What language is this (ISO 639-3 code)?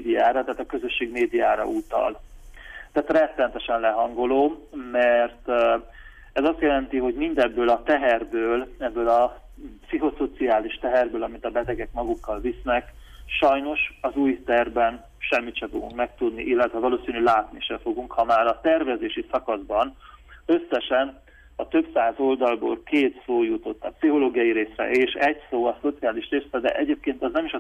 hun